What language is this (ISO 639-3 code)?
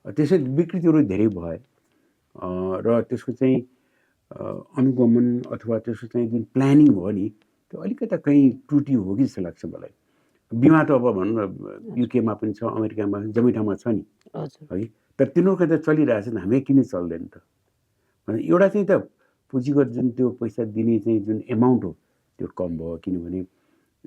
nep